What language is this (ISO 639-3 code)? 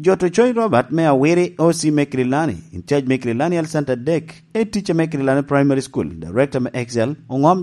laj